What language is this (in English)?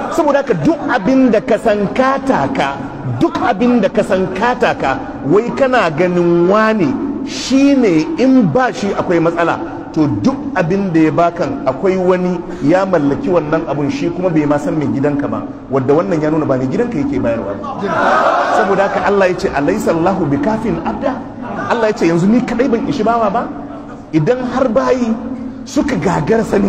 Hausa